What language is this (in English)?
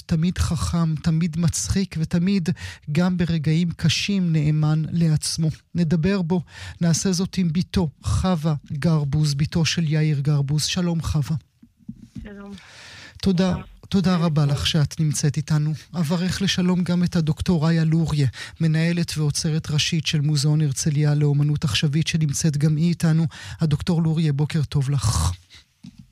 Hebrew